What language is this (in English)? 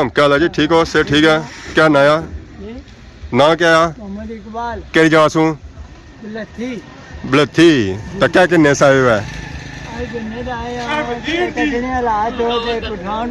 Pahari-Potwari